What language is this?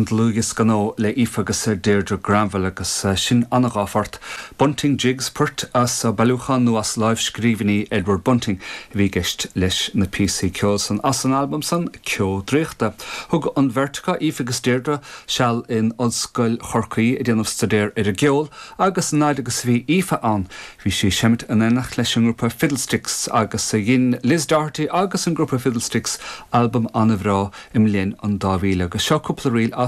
Irish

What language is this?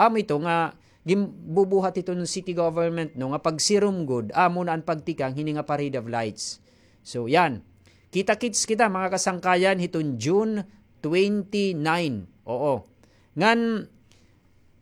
Waray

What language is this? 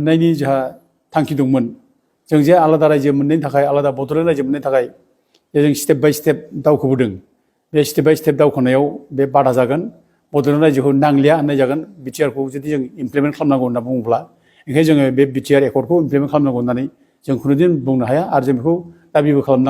Bodo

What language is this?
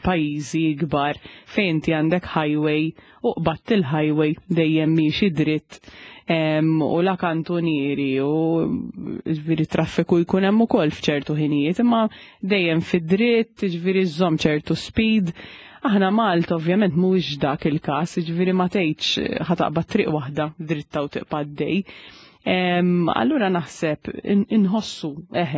Maltese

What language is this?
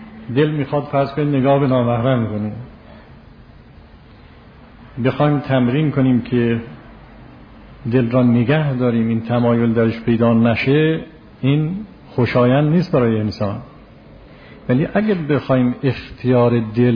Persian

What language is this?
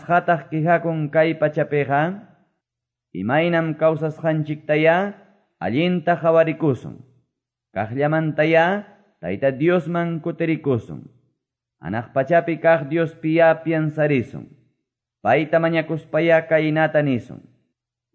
Quechua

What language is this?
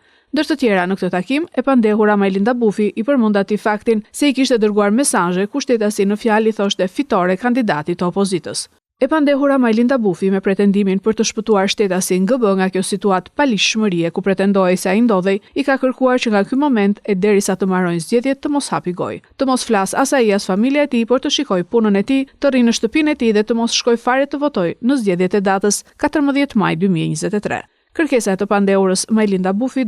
Albanian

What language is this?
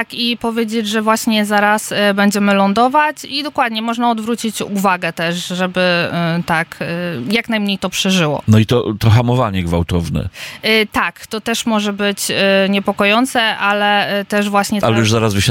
Polish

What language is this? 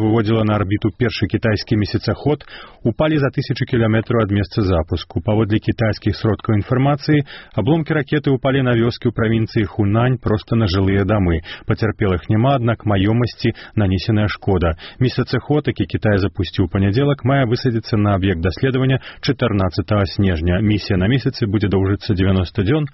Belarusian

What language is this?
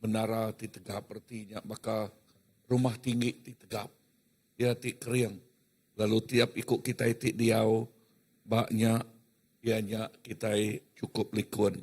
Iban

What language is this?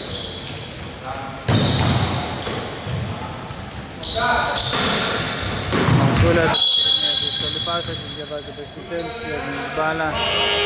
Greek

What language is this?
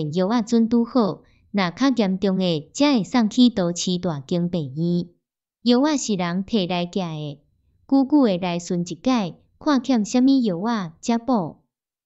Min Nan Chinese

